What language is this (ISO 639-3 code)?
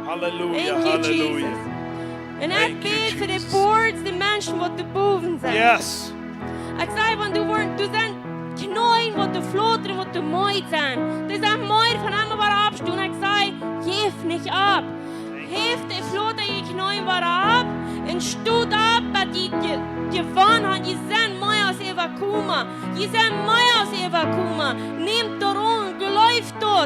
pdt